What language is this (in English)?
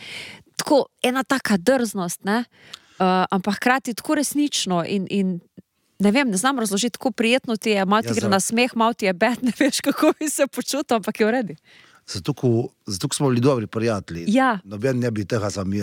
Slovenian